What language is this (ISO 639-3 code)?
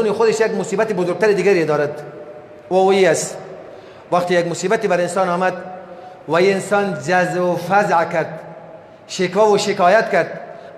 fas